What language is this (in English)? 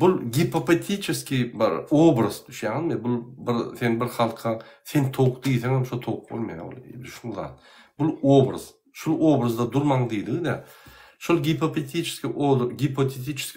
Turkmen